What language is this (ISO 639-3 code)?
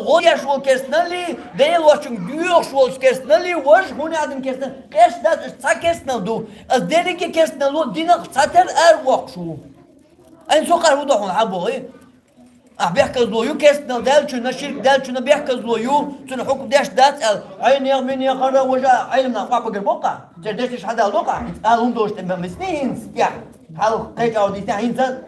che